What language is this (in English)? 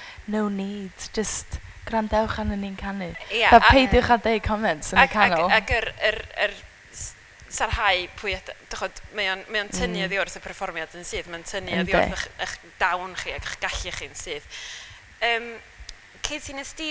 Welsh